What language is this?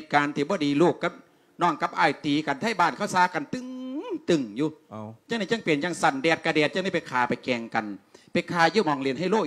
Lao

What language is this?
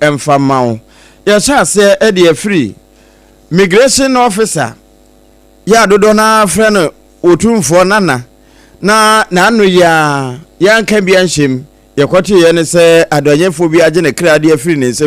Akan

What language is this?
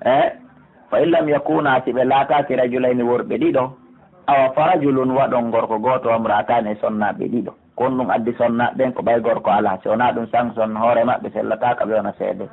Pular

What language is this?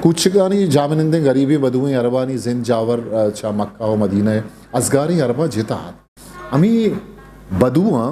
Eastern Balochi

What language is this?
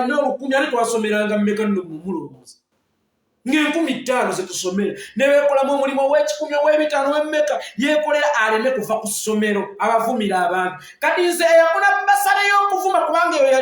Ganda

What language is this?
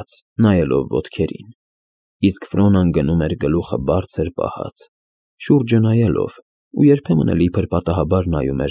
Armenian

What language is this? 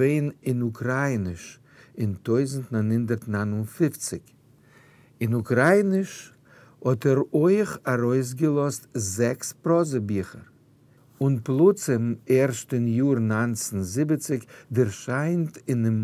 Yiddish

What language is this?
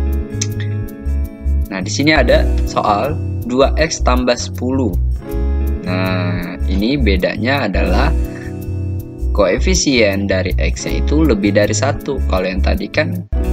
Indonesian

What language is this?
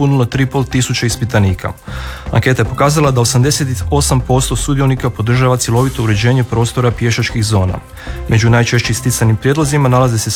Croatian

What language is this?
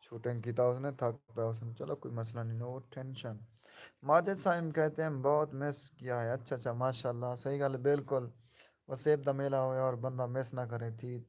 Saraiki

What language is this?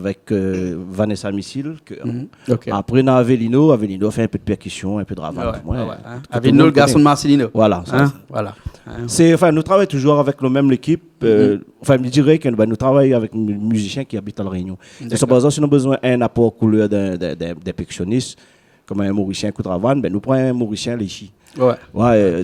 Réunion Creole French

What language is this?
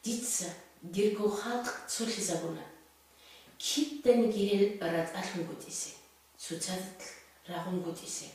Avaric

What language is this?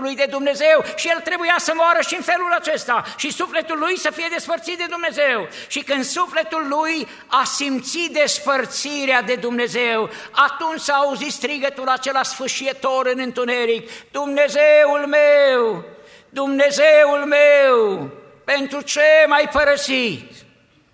Romanian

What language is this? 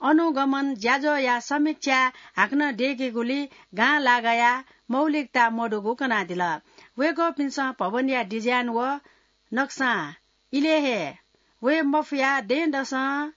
Newari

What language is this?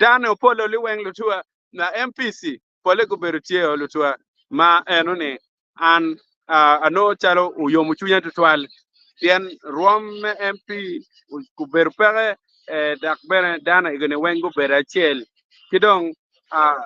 Acoli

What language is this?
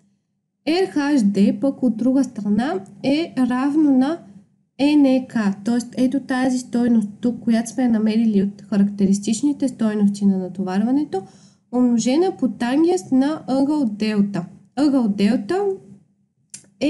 Bulgarian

